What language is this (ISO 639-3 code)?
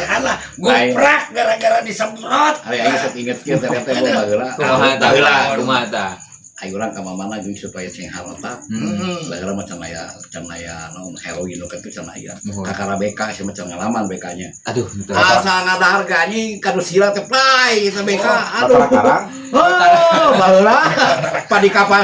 sun